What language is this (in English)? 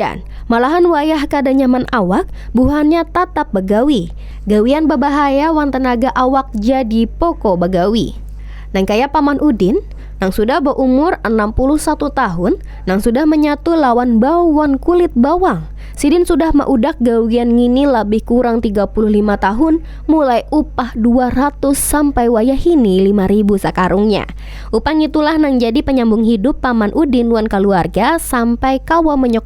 Banjar